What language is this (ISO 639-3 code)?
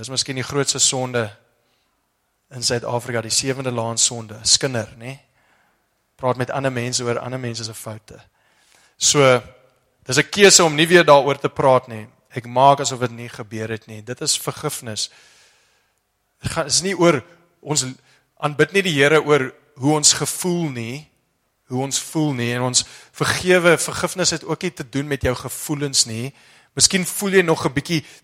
afr